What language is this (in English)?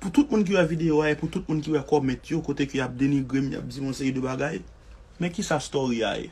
Haitian Creole